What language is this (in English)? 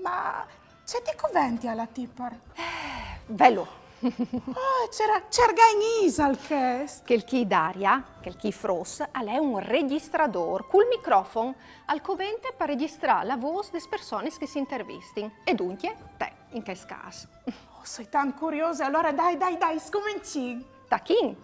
Friulian